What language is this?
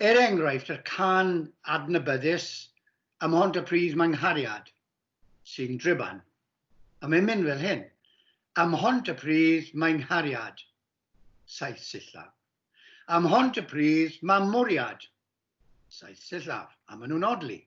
Welsh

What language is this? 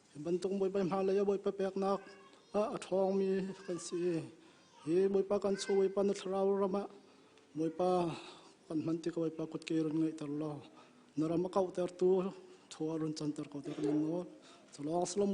Hakha Chin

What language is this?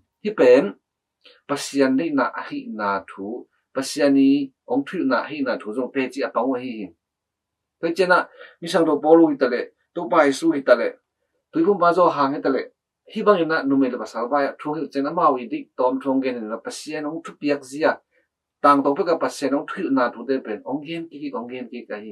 Tedim Chin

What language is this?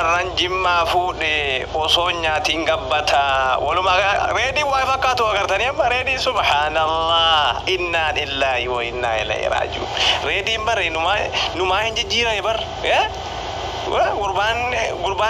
Oromo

